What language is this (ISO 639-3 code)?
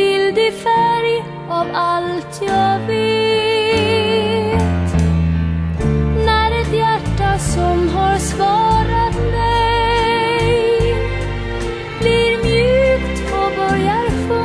swe